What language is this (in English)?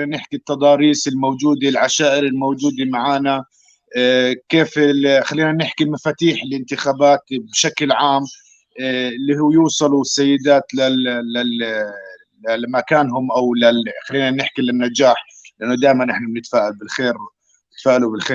North Levantine Arabic